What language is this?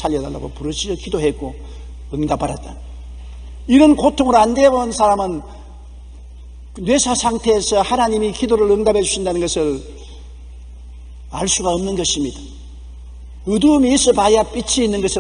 Korean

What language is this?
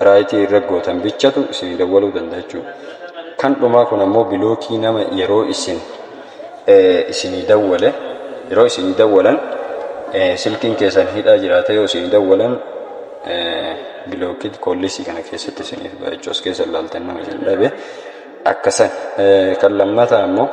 Oromo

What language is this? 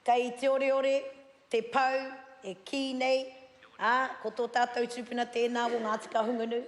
Māori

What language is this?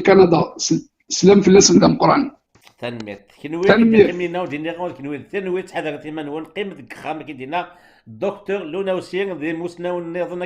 Kabyle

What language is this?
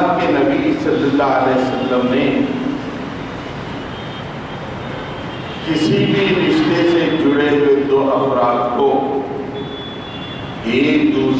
Urdu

